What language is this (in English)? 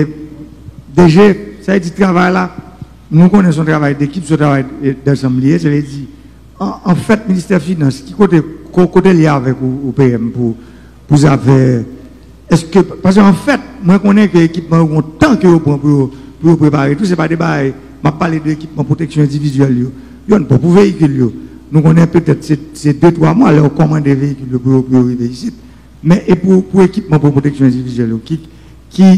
Haitian Creole